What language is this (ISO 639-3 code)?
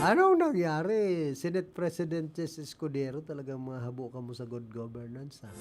bik